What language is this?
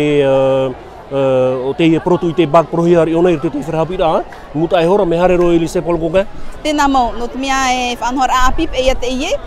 Tahitian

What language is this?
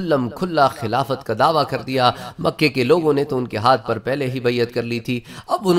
Urdu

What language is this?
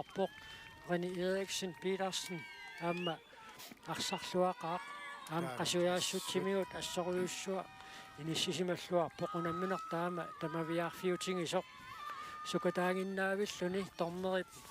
Kalaallisut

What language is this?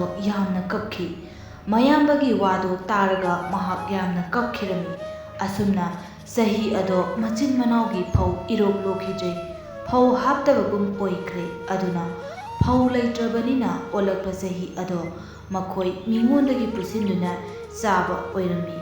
Manipuri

